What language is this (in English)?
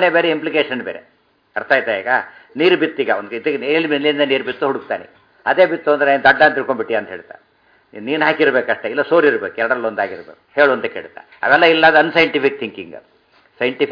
Kannada